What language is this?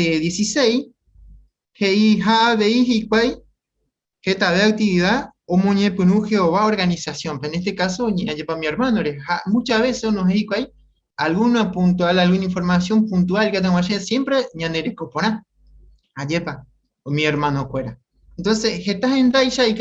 Guarani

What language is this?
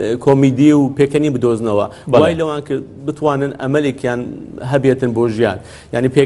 Central Kurdish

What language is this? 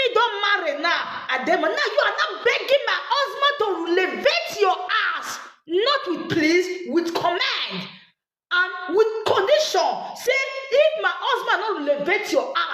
Nigerian Pidgin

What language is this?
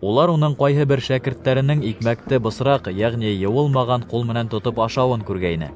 Bashkir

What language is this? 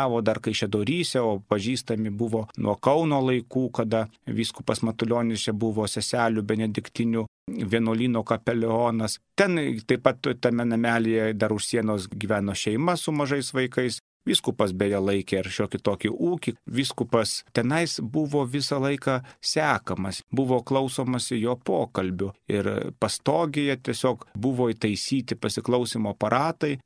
Lithuanian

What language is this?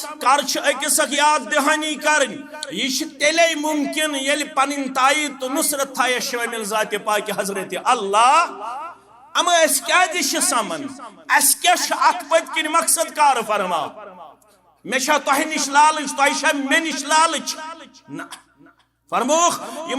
Kashmiri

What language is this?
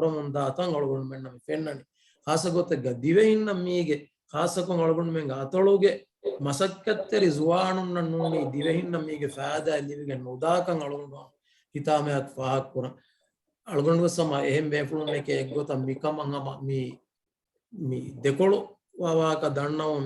Divehi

